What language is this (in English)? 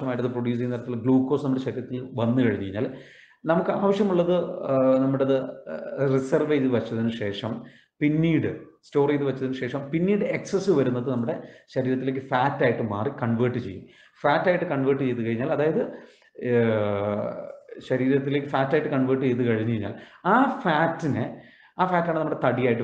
Malayalam